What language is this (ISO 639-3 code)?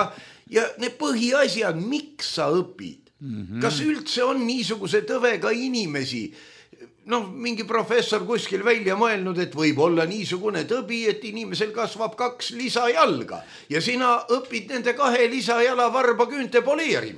est